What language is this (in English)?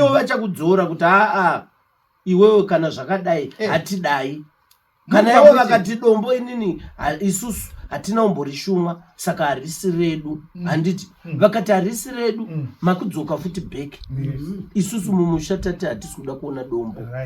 Shona